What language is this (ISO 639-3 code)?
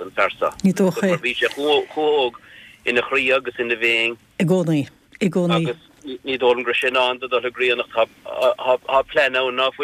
gle